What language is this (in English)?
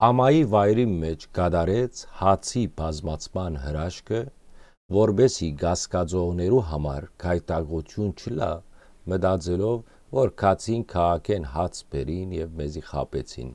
Western Armenian